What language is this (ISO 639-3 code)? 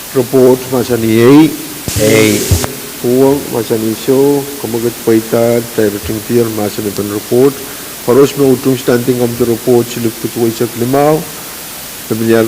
pon